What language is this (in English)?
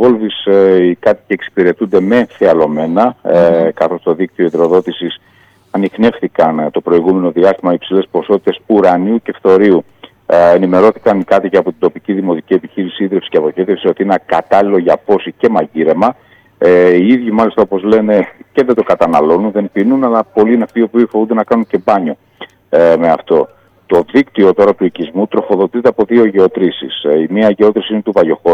Greek